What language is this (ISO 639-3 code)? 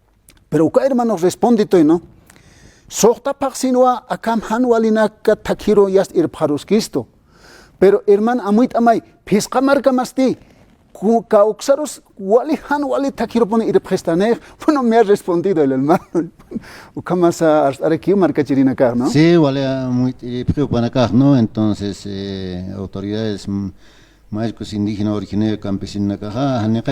aym